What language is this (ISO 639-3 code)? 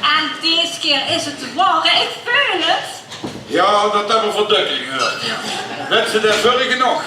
lim